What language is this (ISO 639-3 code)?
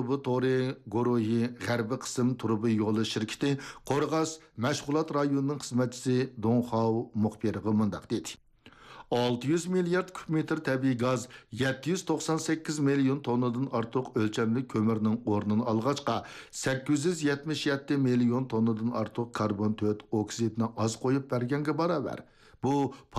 uig